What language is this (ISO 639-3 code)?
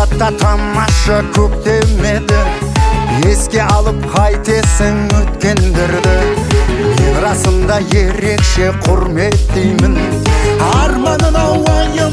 kaz